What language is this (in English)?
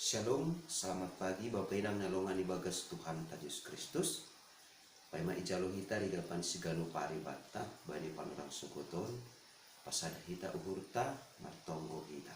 Batak Simalungun